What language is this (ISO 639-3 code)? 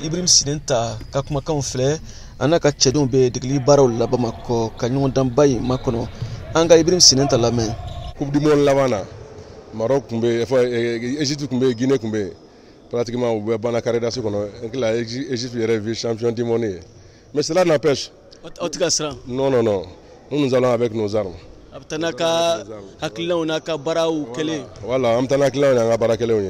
bam